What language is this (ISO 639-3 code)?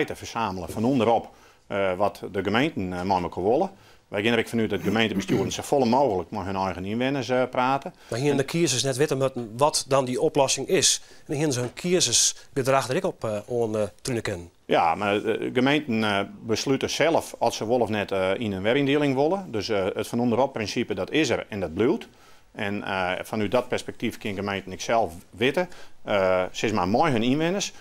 fry